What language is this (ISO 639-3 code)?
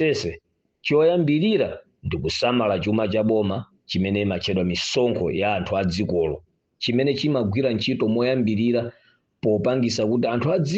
nya